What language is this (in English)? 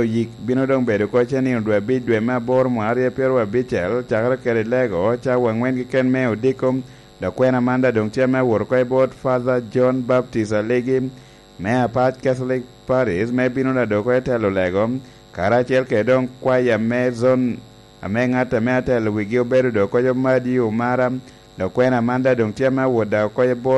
Lango (Uganda)